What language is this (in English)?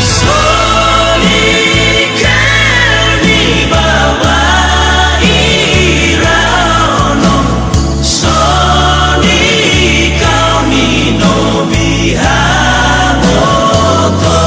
Nias